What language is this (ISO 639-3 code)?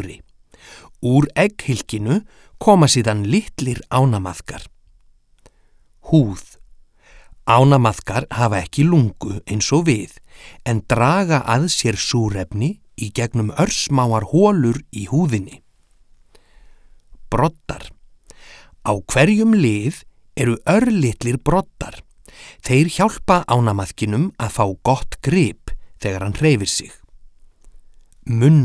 isl